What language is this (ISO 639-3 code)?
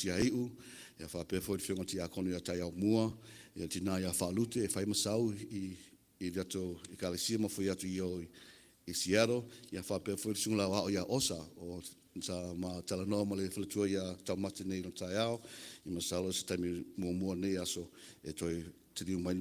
smo